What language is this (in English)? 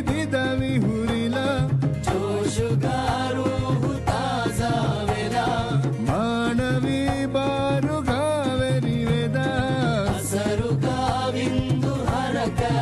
Divehi